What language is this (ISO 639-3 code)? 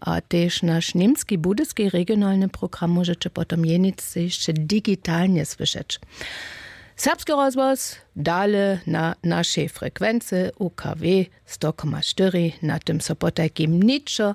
hsb